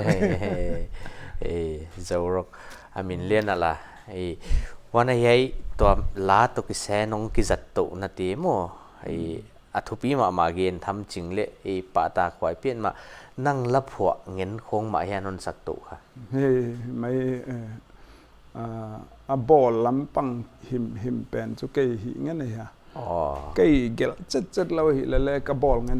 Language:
Paite Chin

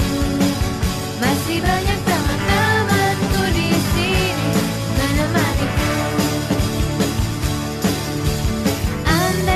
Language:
Indonesian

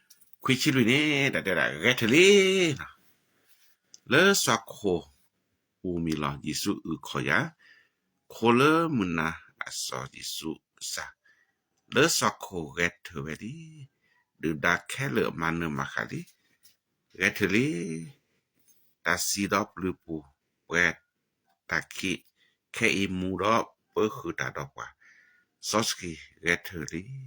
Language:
S'gaw Karen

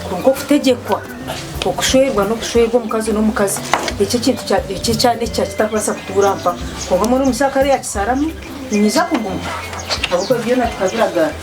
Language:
Nyankole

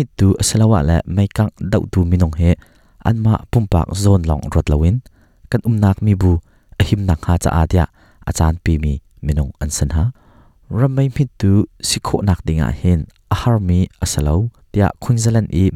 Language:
Hakha Chin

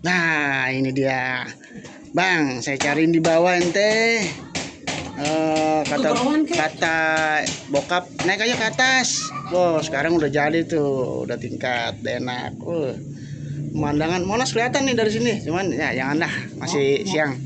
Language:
Betawi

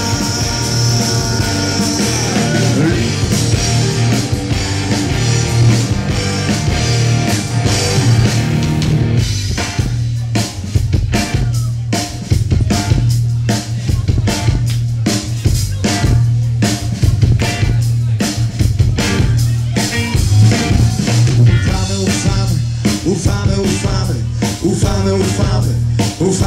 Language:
Polish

